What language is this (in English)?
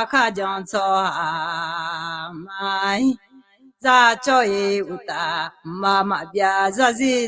Akha